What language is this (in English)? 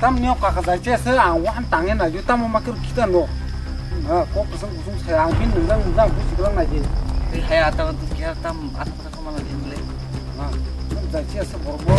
Kok Borok